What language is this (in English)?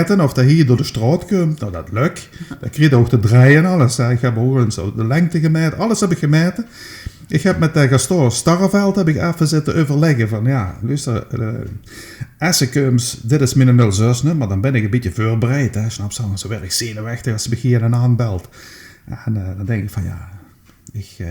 Limburgish